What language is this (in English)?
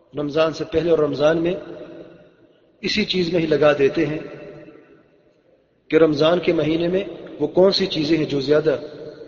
Urdu